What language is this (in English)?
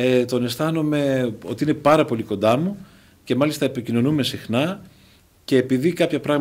Greek